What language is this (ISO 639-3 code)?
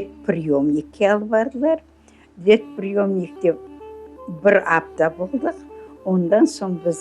crh